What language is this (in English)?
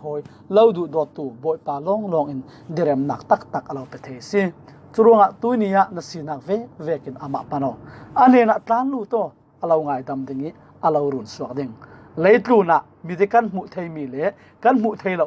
Falam Chin